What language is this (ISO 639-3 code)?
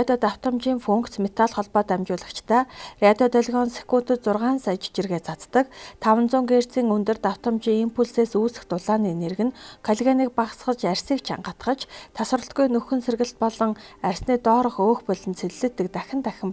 mon